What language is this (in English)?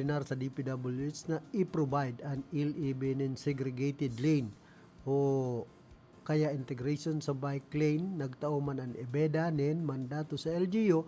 Bikol